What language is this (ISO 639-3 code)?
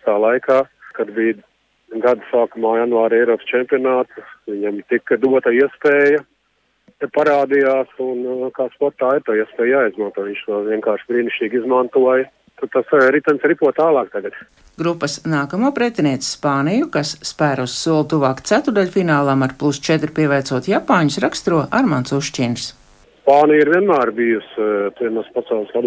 lav